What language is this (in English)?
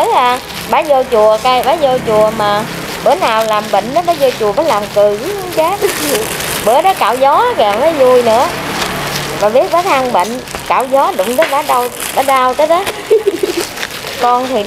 Vietnamese